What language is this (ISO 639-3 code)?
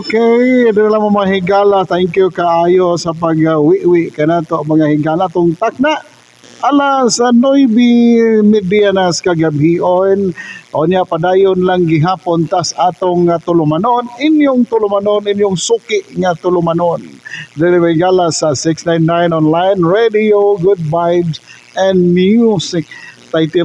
ceb